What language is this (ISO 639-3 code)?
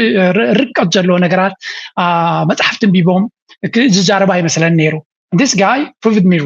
tir